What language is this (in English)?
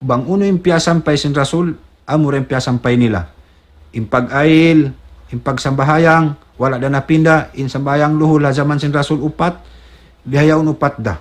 Tausug